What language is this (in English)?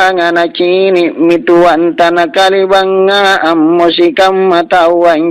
Makasar